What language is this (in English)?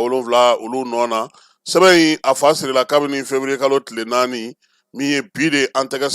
Bambara